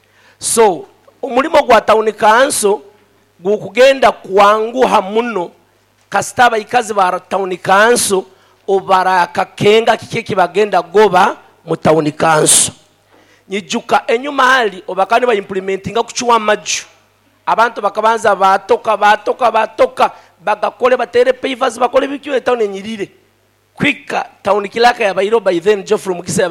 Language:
Nyoro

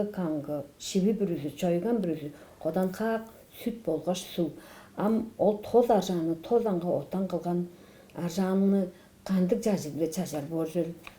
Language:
Tuvinian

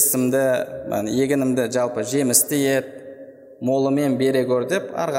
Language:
Kazakh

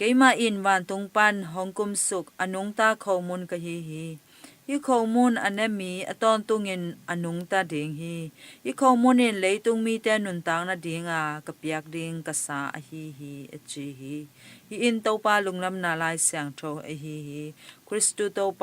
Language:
Tedim Chin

